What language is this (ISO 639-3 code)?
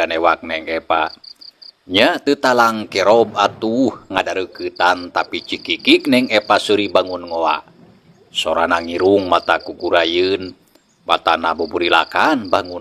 sun